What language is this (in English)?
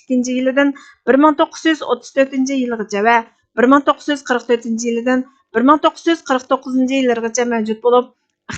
Uyghur